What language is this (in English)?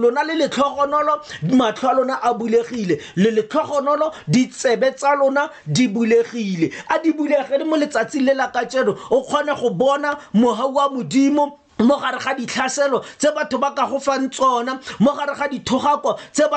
Tswana